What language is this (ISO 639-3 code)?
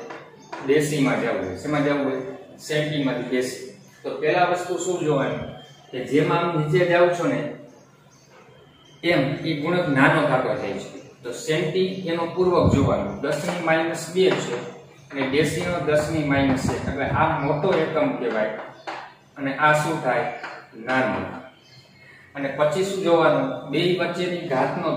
guj